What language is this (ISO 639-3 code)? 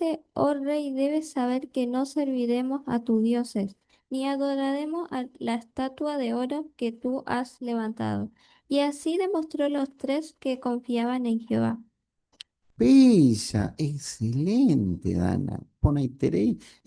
grn